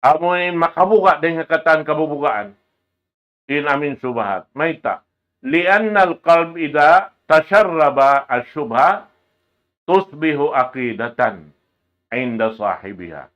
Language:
Tausug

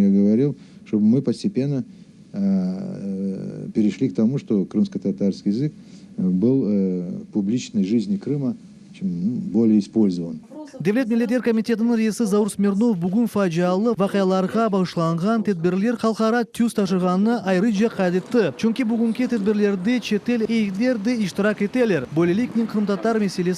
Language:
Crimean Tatar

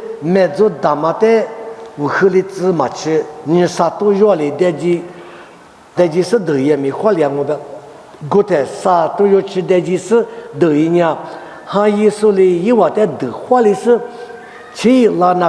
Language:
Lisu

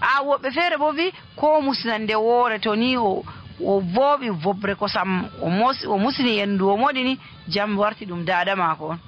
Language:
Nigerian Fulfulde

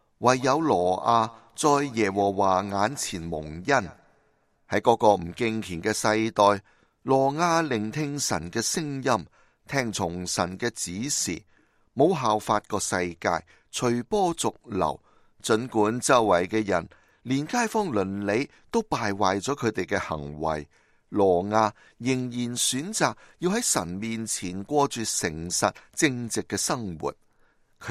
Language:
Cantonese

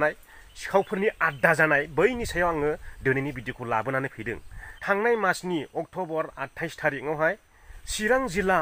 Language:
Bodo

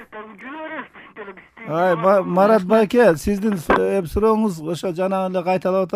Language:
Kyrgyz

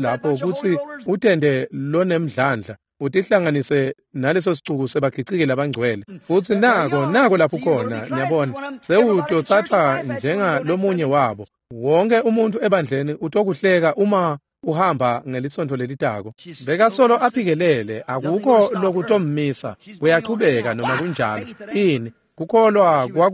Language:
Swati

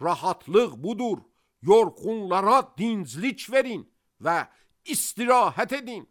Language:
Azerbaijani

